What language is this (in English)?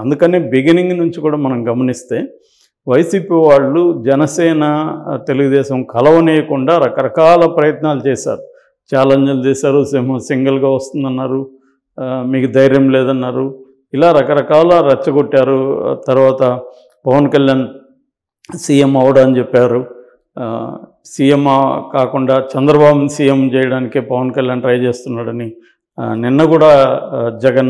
Telugu